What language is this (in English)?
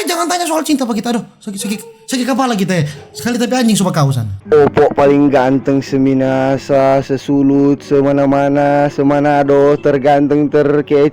Manado Malay